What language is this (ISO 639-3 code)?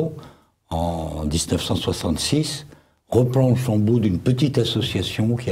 fra